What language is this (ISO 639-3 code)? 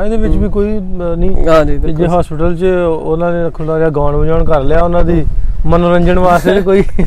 pan